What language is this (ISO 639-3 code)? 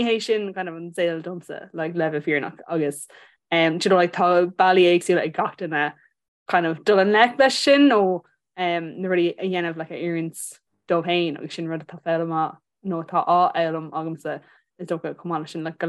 gle